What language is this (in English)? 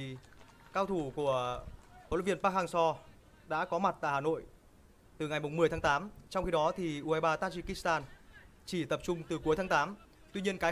Vietnamese